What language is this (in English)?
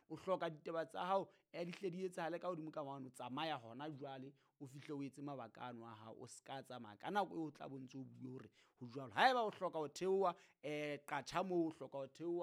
Southern Sotho